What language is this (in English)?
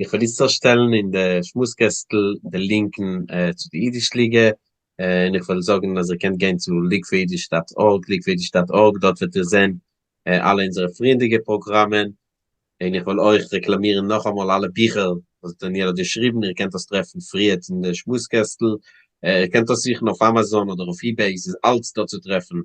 Yiddish